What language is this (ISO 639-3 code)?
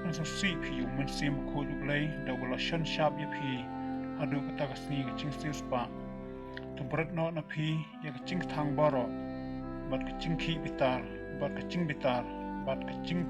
kha